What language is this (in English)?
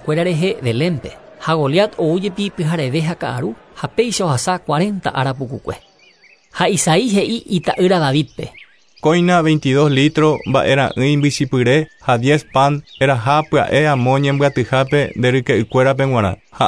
Guarani